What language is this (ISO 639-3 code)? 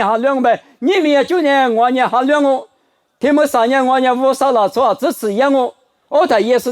lis